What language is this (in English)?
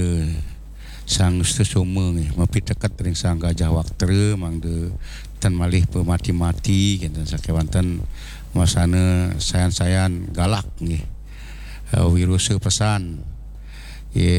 Balinese